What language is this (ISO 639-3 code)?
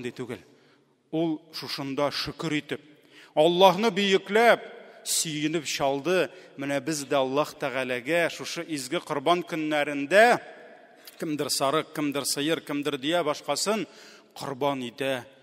tat